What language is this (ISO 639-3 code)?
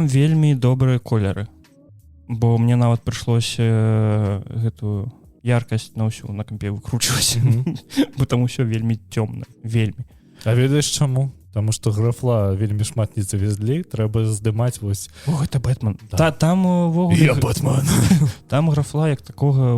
bel